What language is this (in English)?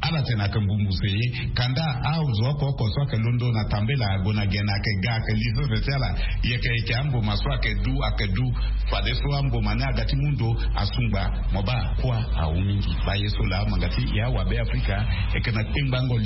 Sango